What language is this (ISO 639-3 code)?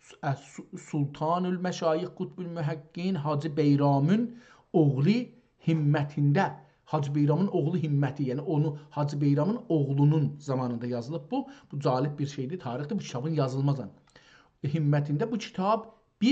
azb